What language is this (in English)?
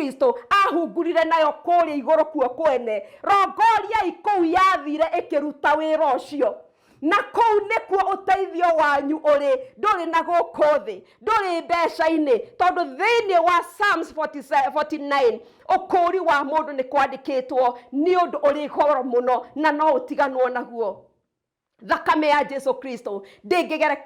Kikuyu